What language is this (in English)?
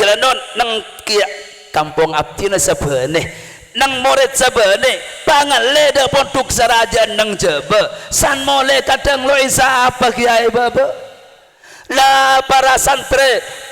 Madurese